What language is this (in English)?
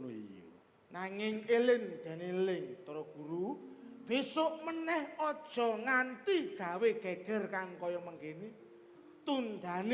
Javanese